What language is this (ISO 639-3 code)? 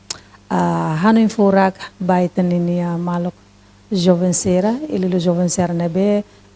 tet